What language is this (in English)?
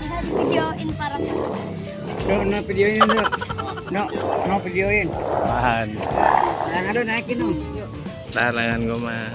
Betawi